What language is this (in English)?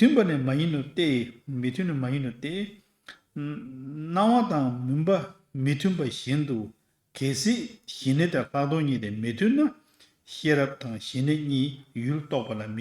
Tibetan